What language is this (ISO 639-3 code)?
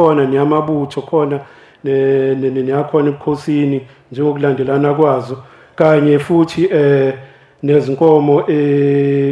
zul